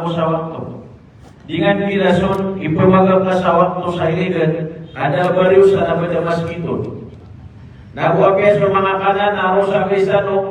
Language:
Maranao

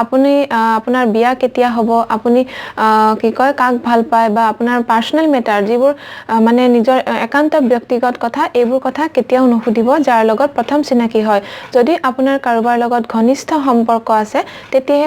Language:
Assamese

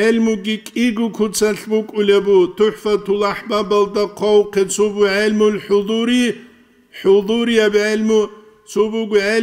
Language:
Avaric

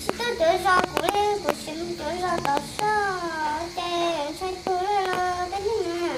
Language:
Hmong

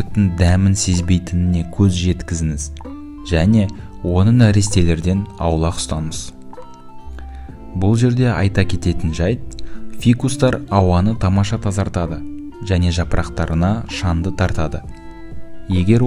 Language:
Kazakh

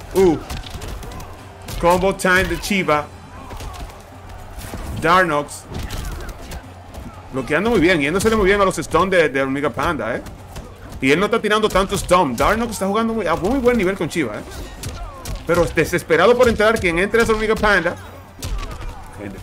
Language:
Spanish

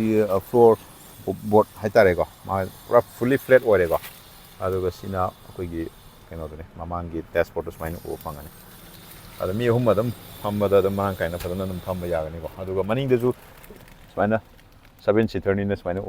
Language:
Manipuri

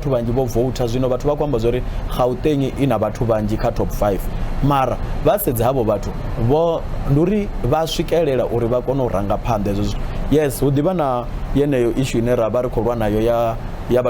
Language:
Venda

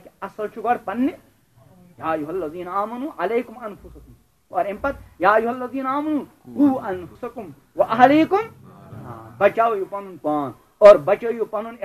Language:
Kashmiri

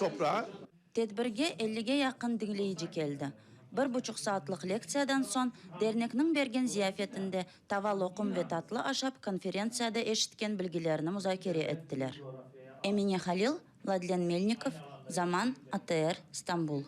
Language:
Crimean Tatar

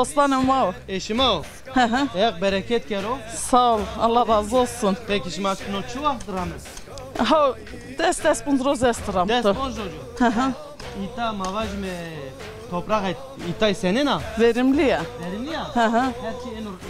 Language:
Zaza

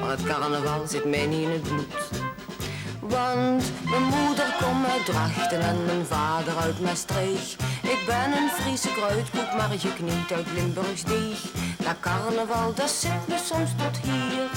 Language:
Limburgish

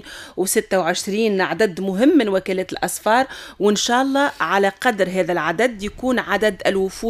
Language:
Tunisian Arabic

